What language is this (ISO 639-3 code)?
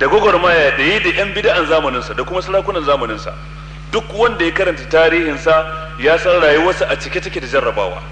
hau